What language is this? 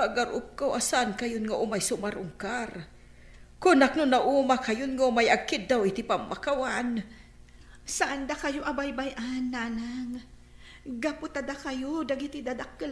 Iloko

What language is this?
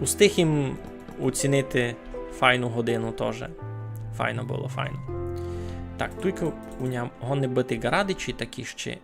Rusyn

